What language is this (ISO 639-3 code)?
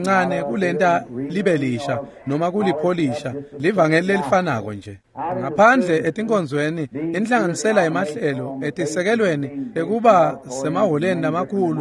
ssw